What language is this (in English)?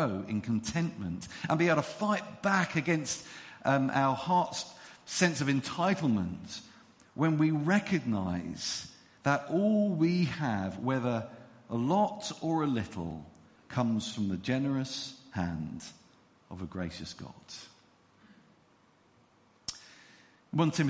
English